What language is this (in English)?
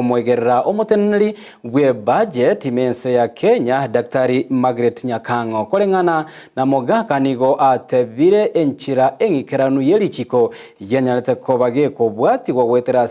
Gusii